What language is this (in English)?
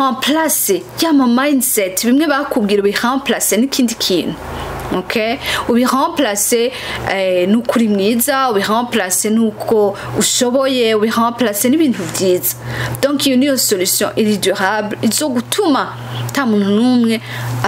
Rundi